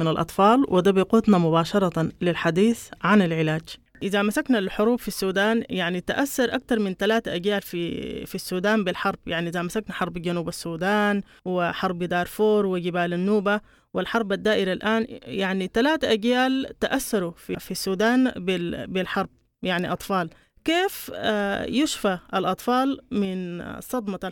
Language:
Sudanese Arabic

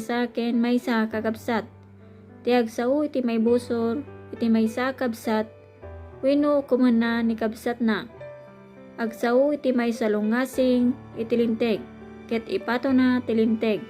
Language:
Iloko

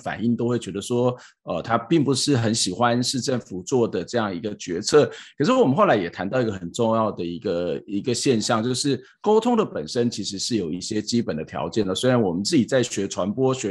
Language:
Chinese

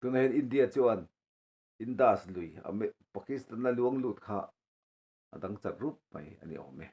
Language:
Mizo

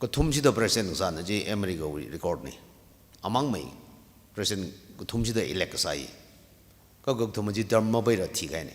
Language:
Tangkhul Naga (India)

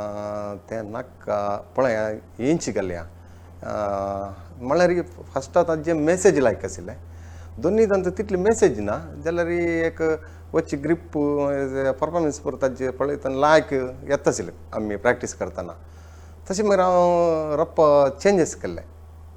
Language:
Konkani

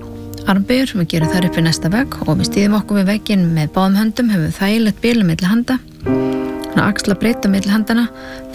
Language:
Icelandic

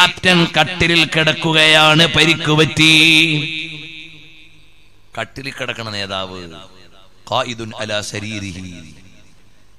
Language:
Malayalam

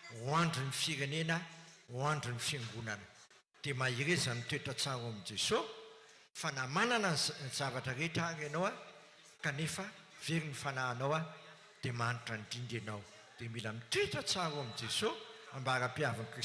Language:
Malagasy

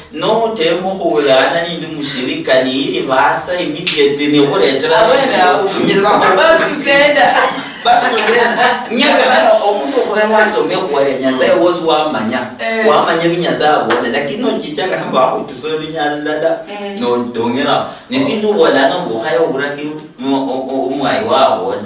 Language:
Luyia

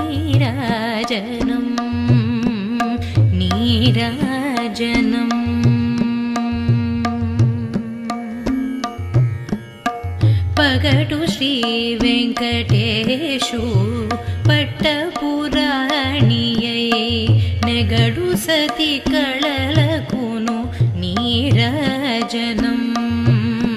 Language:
Telugu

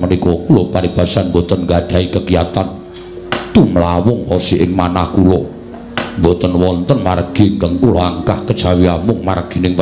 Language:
Javanese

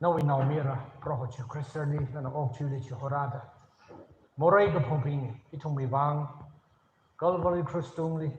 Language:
Tangkhul Naga (India)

